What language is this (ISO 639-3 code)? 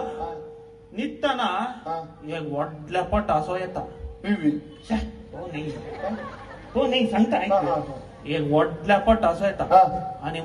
kok